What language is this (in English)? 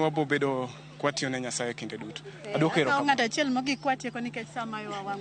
Luo (Kenya and Tanzania)